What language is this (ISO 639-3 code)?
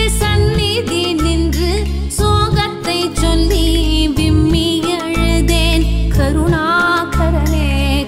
tam